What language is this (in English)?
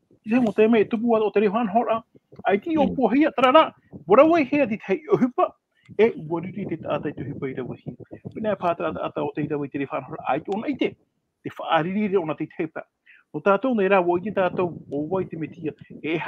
Tahitian